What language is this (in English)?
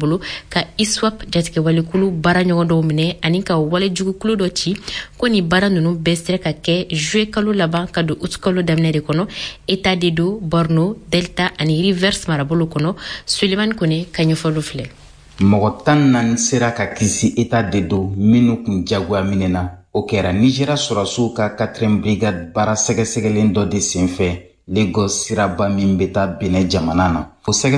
Bambara